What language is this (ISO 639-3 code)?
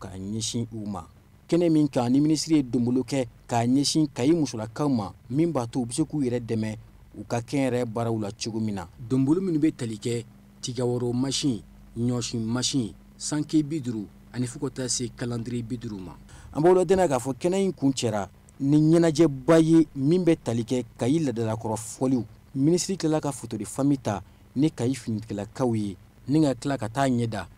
bam